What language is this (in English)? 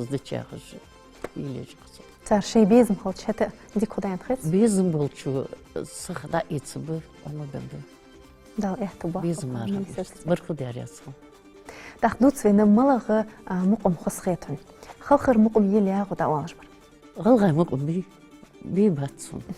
Ingush